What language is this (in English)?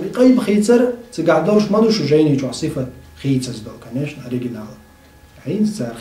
Chechen